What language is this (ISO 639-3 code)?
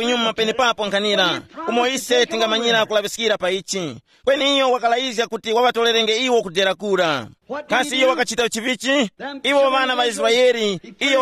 tum